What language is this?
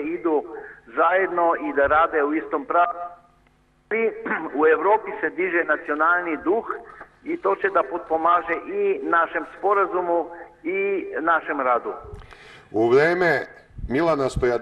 Serbian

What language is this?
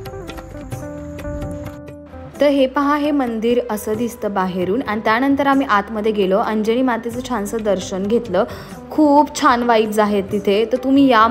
Marathi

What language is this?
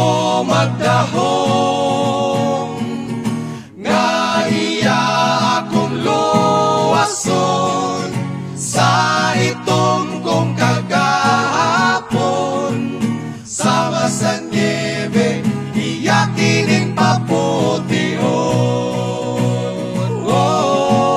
Cebuano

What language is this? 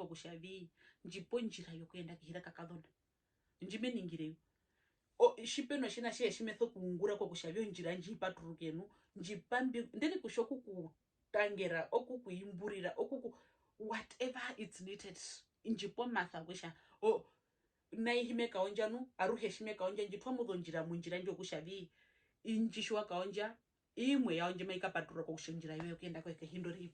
Herero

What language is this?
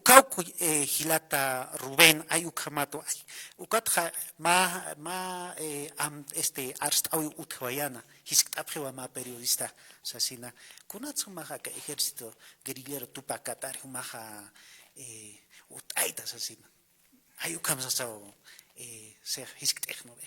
Aymara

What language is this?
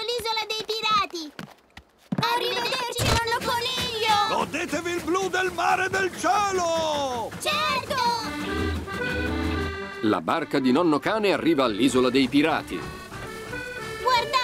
Italian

